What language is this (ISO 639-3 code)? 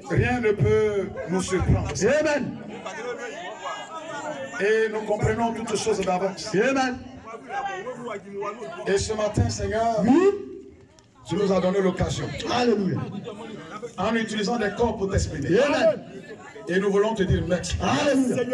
fra